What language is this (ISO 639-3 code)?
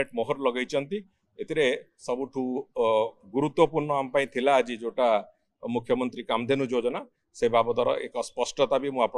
ori